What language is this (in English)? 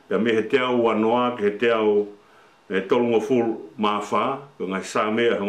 Tongan